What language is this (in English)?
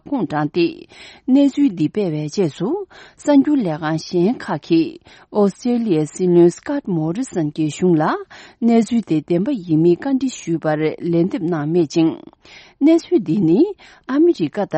Tibetan